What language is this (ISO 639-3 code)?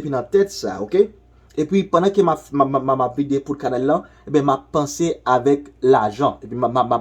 hat